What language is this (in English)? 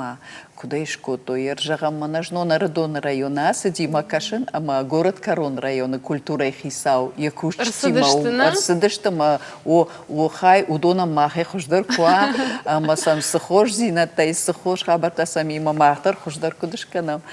Ossetic